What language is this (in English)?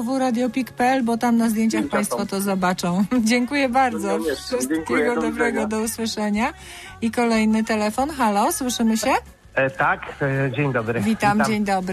Polish